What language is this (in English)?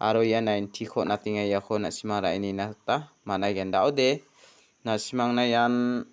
Garo